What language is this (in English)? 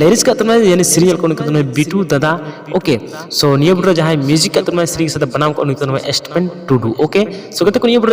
Santali